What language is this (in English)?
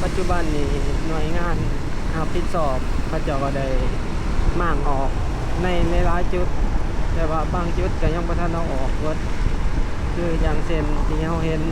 Lao